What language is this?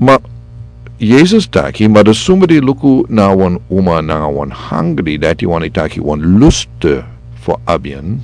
Sranan Tongo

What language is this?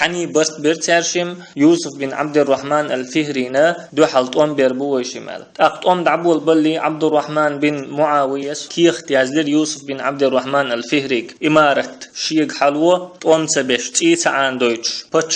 Chechen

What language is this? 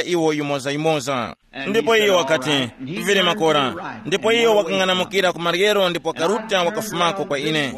Tumbuka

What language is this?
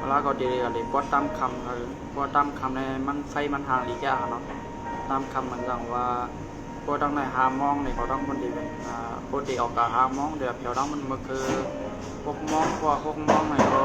Shan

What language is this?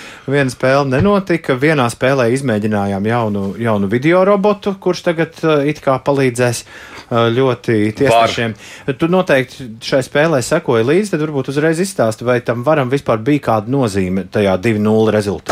Latvian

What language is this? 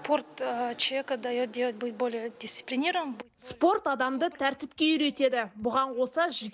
Kazakh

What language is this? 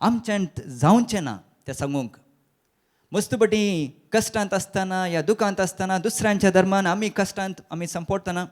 Konkani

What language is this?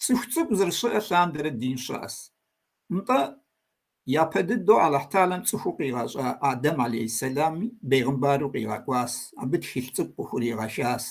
Kabardian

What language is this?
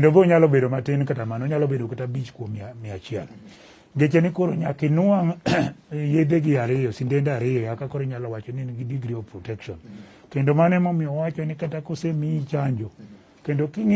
Luo (Kenya and Tanzania)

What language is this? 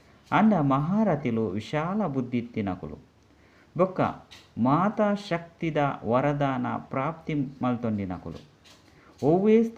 Tulu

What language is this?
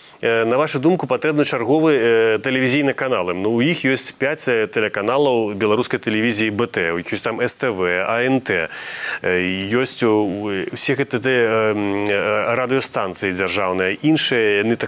Belarusian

